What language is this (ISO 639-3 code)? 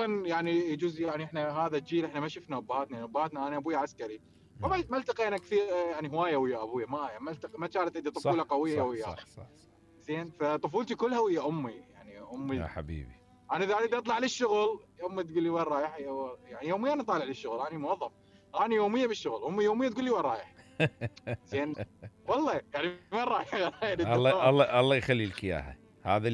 acm